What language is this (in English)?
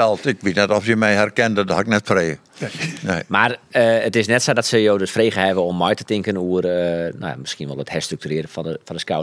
Western Frisian